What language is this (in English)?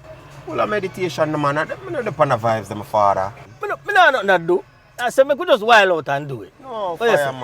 Jamaican Creole English